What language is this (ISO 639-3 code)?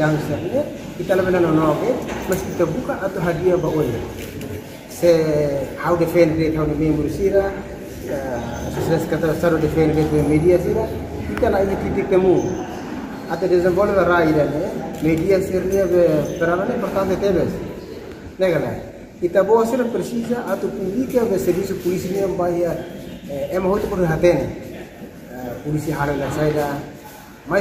tet